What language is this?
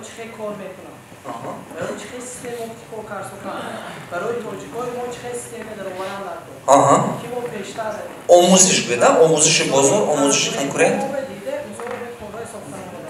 Tajik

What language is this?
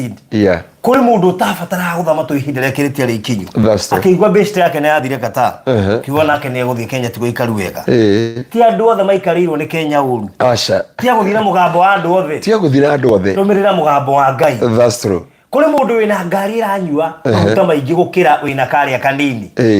Kikuyu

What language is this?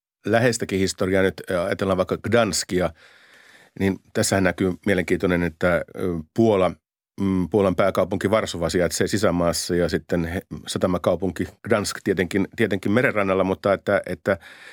Finnish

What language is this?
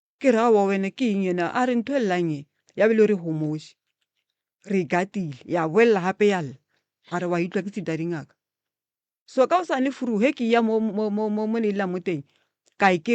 Northern Sotho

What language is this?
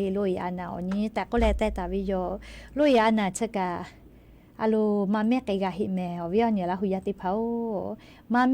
Lahu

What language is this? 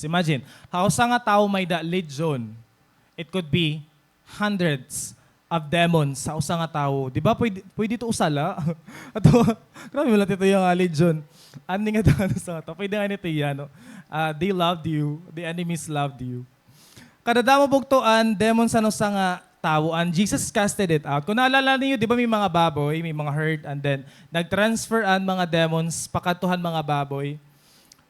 Waray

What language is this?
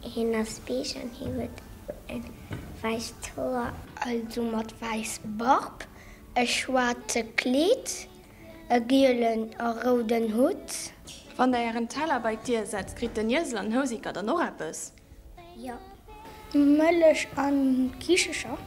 Luxembourgish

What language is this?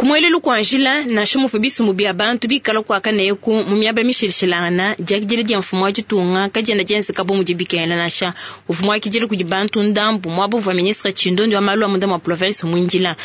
Luba-Lulua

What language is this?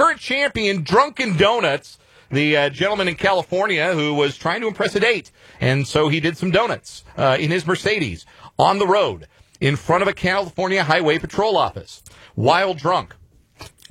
English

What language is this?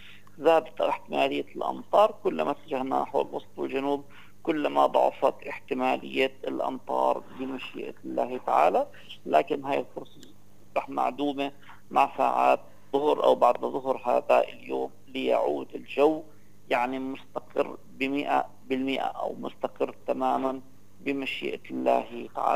North Levantine Arabic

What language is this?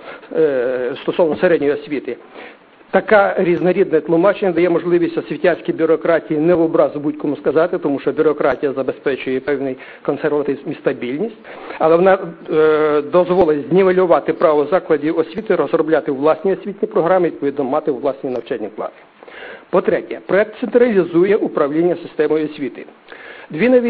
Ukrainian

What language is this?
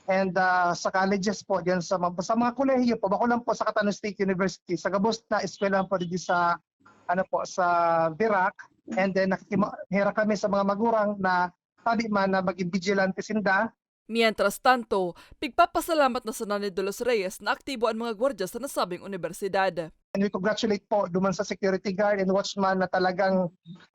Bikol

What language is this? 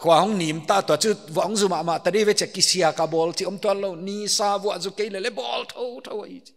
Paite Chin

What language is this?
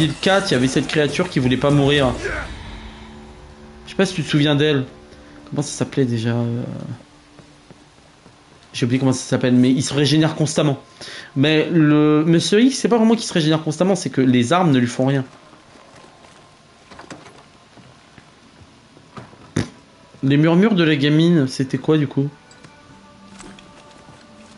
French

